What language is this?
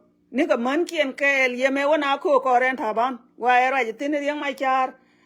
Nuer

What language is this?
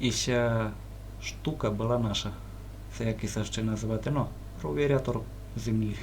Rusyn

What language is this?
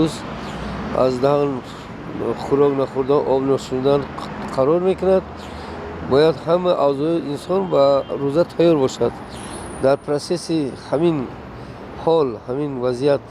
Tajik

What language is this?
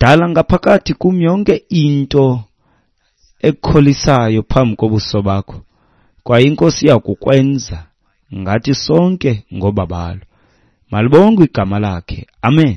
Xhosa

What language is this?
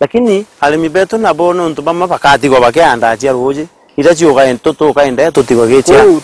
Meru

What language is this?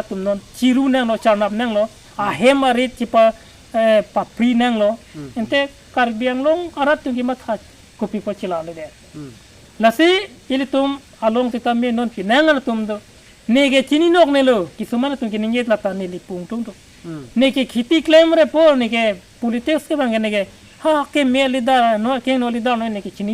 Karbi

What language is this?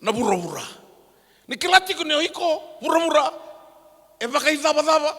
Fijian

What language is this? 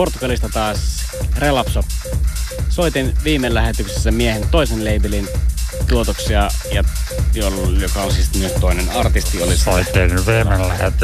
Finnish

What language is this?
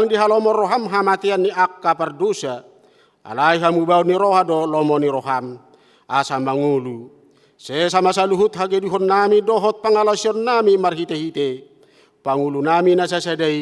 Batak Toba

